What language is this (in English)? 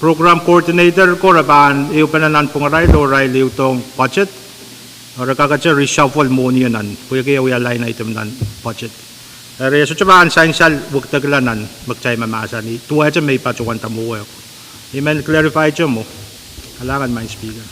Pohnpeian